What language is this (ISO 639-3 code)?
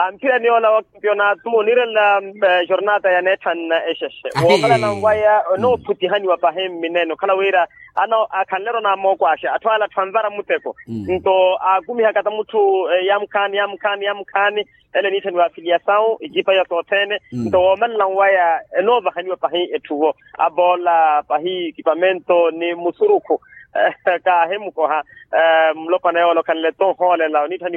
vmw